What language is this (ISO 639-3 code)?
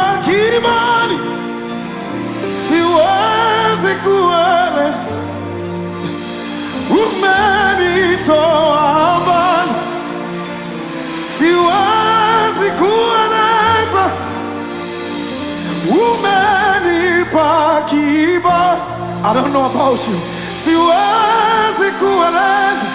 swa